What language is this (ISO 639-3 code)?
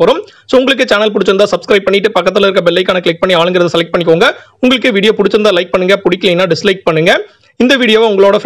tam